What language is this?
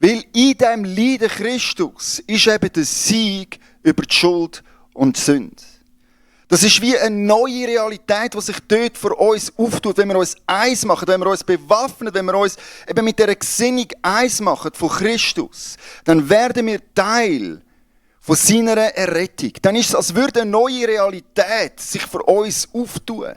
Swiss German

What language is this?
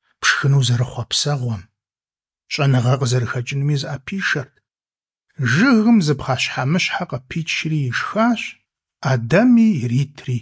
Kabardian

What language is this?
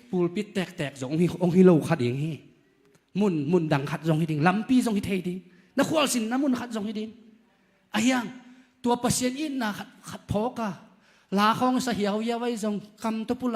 Tedim Chin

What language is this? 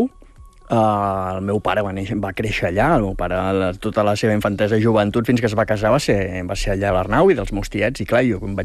Catalan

